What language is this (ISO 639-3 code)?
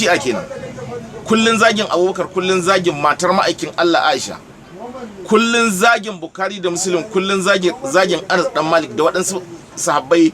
hau